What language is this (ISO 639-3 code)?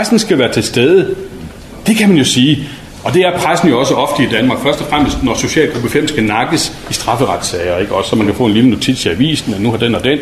dan